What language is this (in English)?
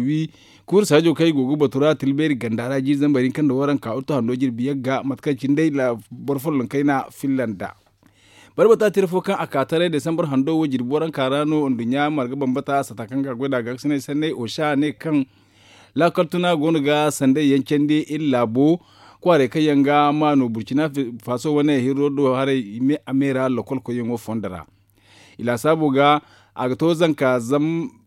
Zarma